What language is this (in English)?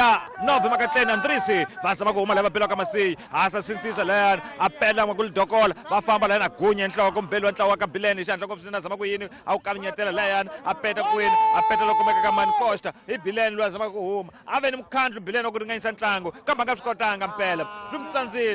Tsonga